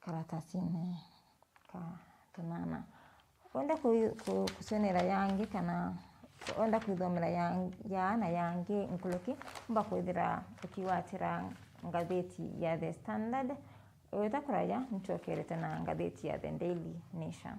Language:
Meru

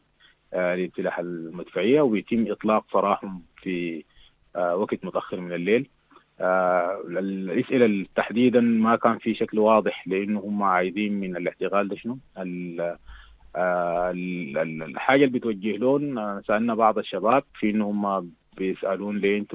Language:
Sudanese Arabic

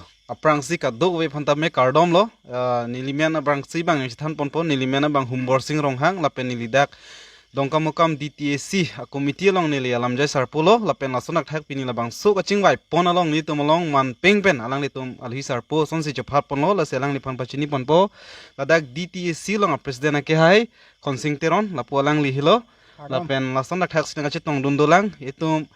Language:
Karbi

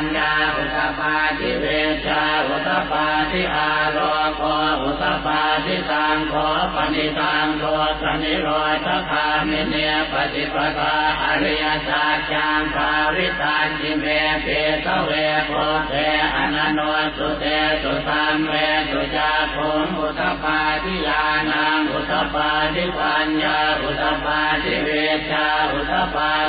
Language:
Pali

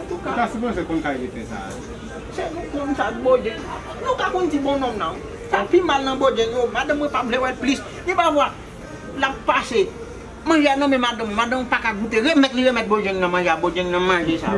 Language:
Haitian Creole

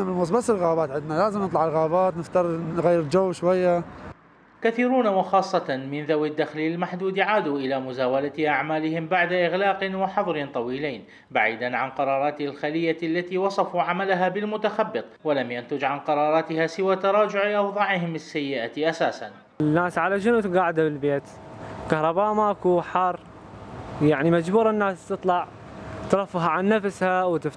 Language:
Mesopotamian Arabic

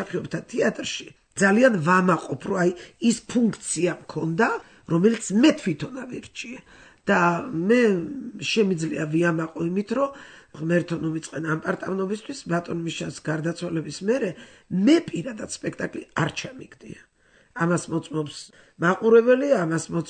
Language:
Georgian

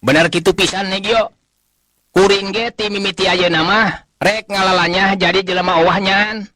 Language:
Sundanese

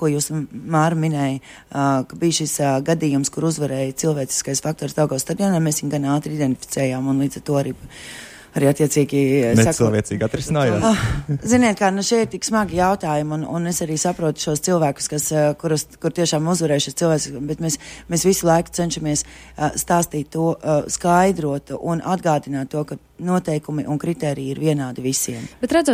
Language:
Latvian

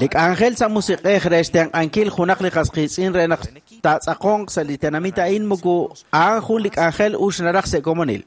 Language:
Kekchí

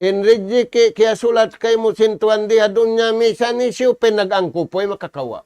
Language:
Tausug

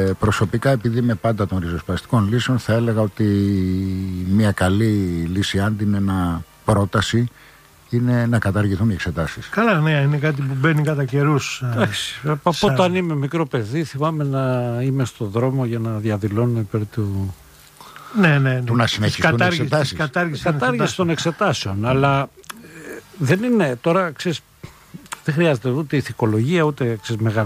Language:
Greek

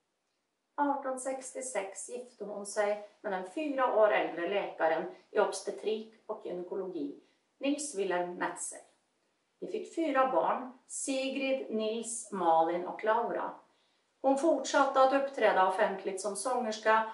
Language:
Swedish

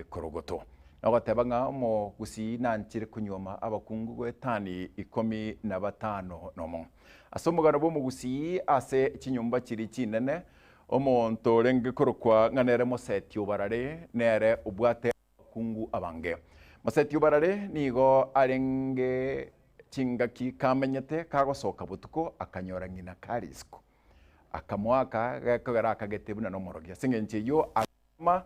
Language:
Gusii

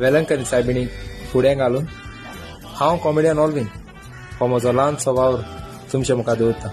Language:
Konkani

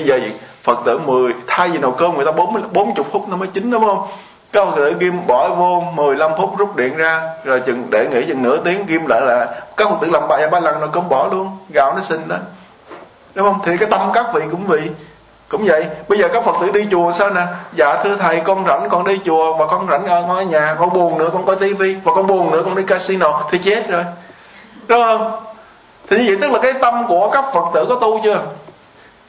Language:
Vietnamese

